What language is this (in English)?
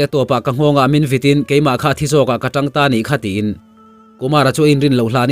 Mizo